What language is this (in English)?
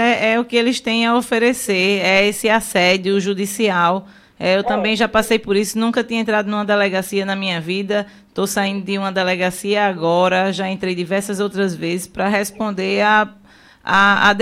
Portuguese